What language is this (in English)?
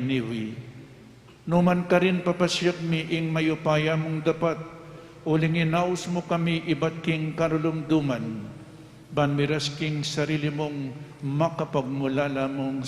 Pampanga